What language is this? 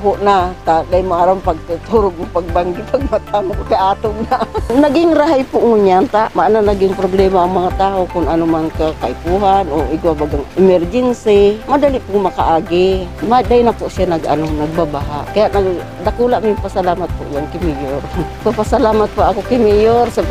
Bikol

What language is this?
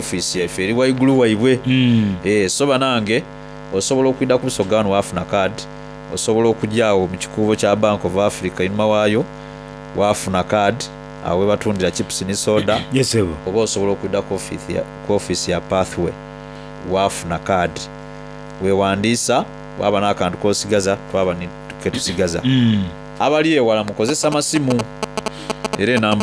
Soga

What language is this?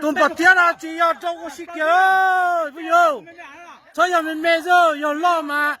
Hmong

